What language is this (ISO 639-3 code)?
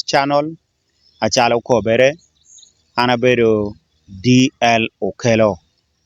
laj